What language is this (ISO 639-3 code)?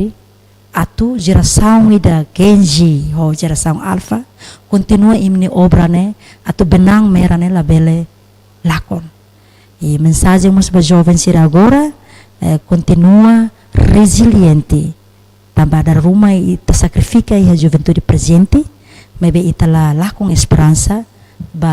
tet